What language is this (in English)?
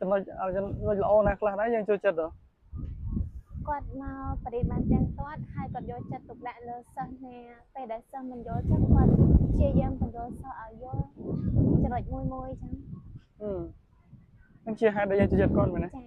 Khmer